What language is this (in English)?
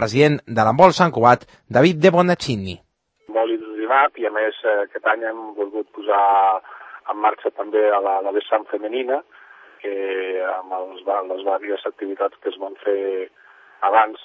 Catalan